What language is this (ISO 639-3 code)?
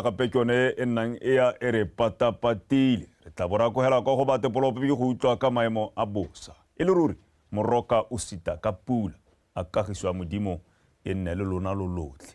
tsn